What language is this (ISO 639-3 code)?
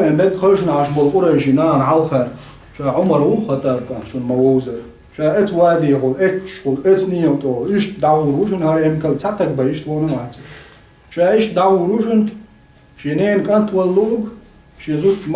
che